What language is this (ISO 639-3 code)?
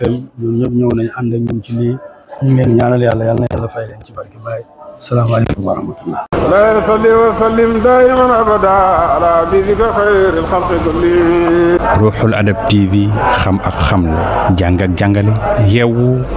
wol